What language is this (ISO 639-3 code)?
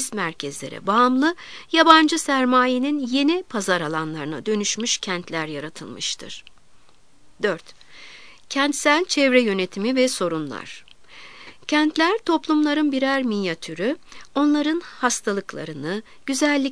tur